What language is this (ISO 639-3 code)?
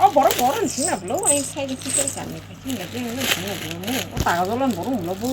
trp